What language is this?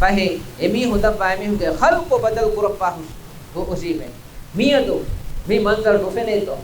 Divehi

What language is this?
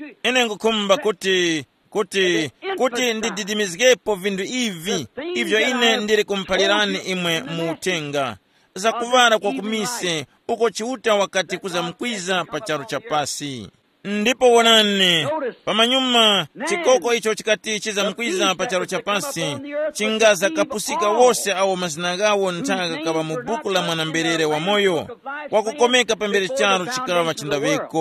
Tumbuka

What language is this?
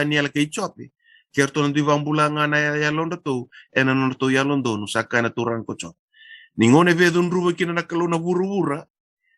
Fijian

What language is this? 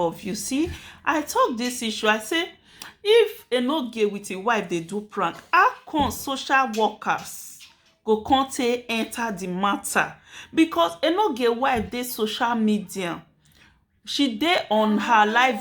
Nigerian Pidgin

